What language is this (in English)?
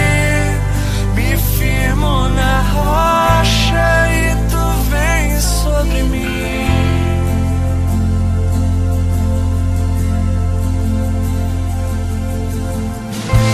Portuguese